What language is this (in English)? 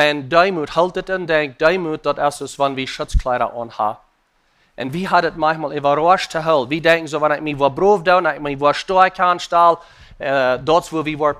Plautdietsch